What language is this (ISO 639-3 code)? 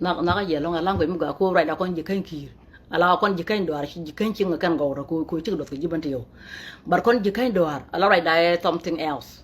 nus